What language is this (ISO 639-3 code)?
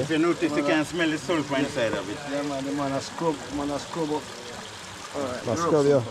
jam